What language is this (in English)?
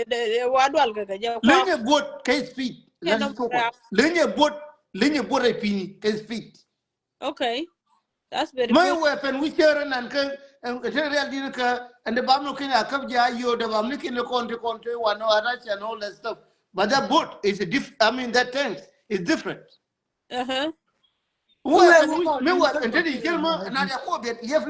Nuer